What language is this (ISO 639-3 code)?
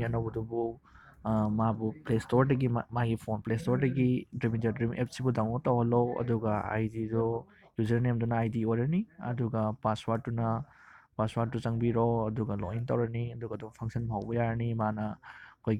mni